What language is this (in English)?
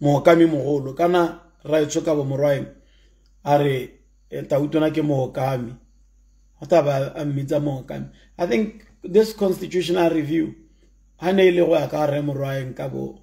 Tswana